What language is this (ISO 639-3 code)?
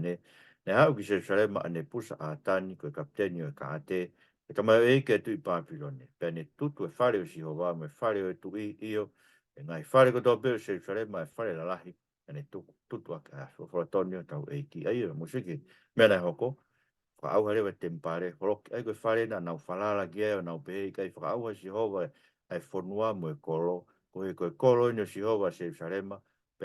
ton